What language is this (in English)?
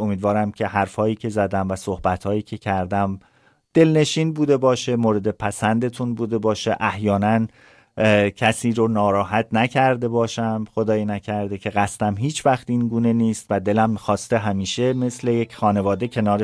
Persian